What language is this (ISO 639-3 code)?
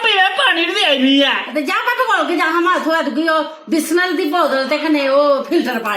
doi